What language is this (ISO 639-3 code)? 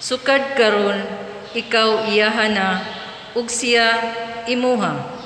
ceb